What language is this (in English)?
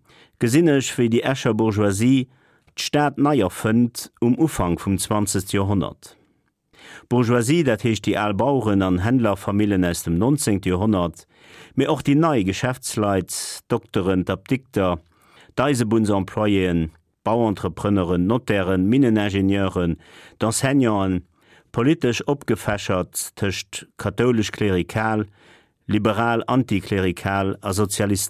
Luxembourgish